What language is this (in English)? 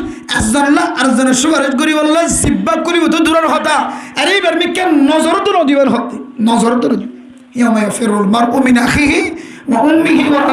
Rohingya